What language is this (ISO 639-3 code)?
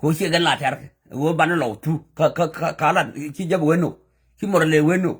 nus